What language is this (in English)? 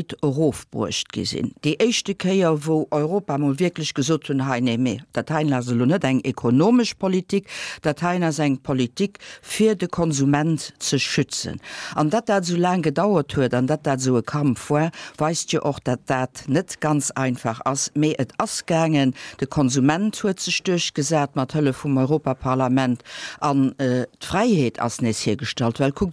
Luxembourgish